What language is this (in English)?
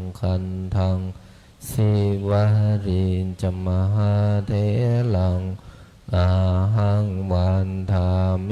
Pali